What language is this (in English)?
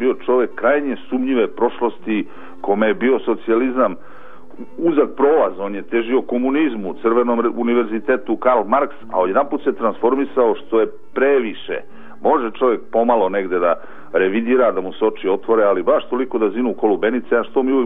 Serbian